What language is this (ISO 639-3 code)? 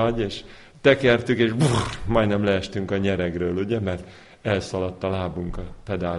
hun